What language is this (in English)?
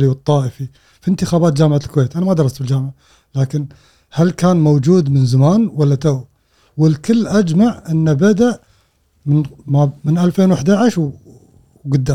Gulf Arabic